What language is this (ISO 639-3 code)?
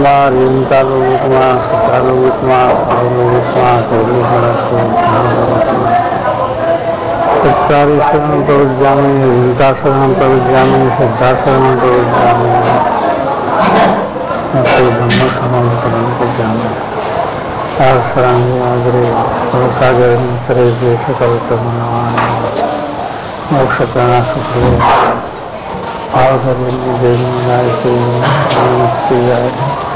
guj